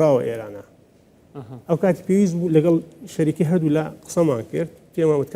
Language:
Central Kurdish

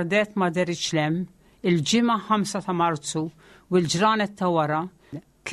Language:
Maltese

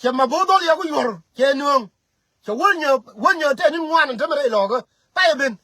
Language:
Nuer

